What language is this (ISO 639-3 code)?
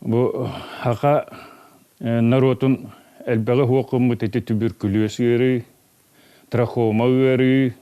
sah